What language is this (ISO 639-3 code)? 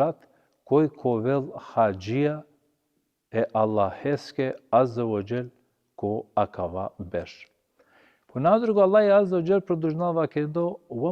rmn